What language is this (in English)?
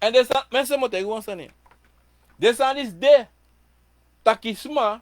Sranan Tongo